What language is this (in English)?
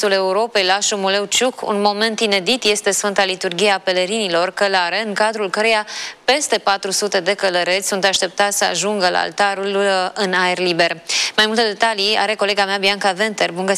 Romanian